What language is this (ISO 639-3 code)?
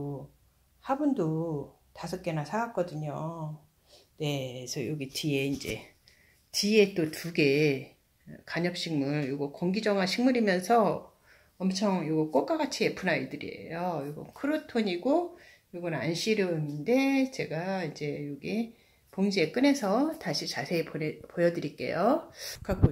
kor